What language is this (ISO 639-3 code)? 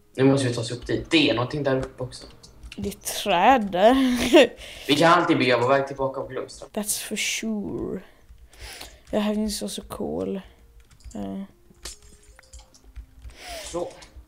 swe